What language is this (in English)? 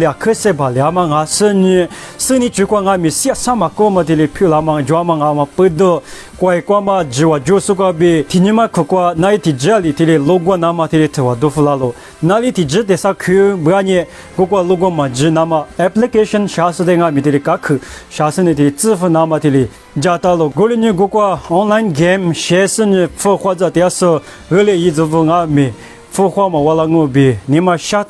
Lisu